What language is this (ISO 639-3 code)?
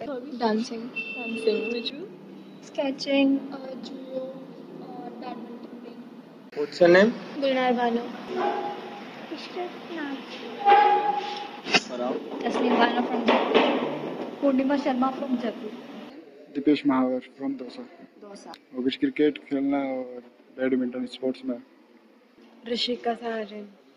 hin